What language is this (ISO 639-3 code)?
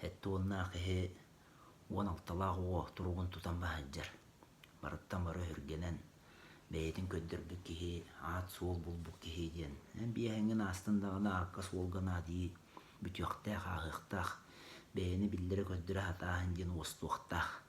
sah